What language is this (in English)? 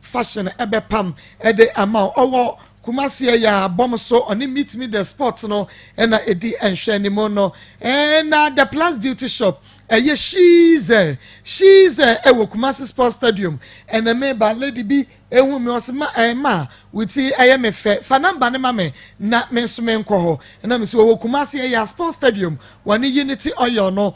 Akan